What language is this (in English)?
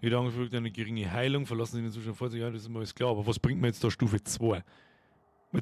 Bavarian